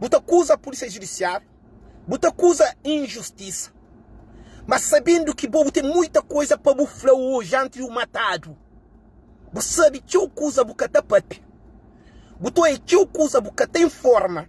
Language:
Kabuverdianu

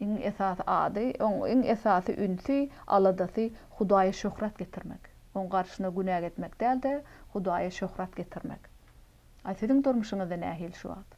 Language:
Turkmen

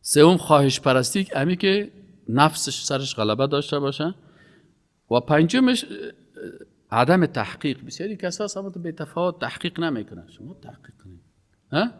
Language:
Persian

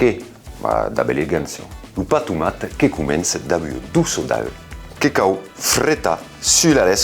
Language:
Occitan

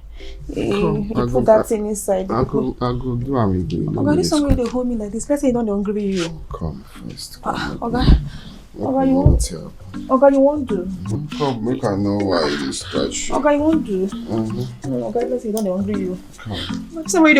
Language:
Nigerian Pidgin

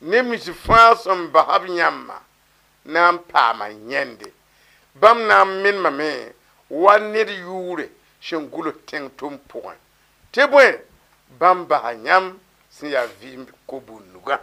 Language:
Mossi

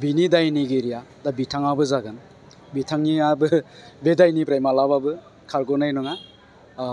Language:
Bodo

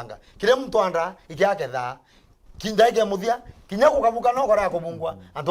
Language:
Meru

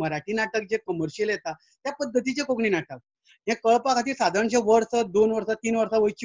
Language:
Konkani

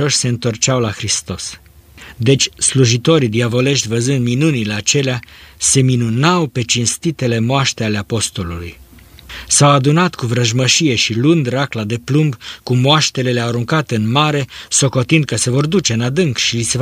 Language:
Romanian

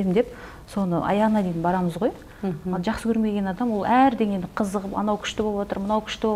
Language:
Kazakh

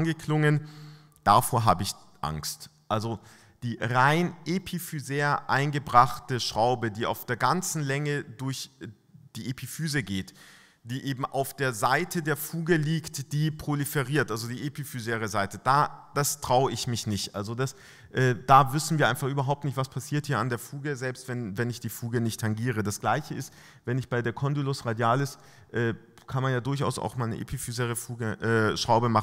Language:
German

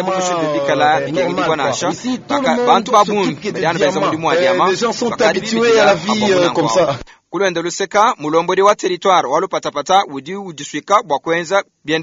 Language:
Luba-Lulua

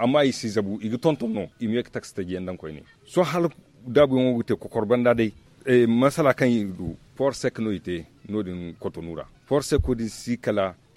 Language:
Zarma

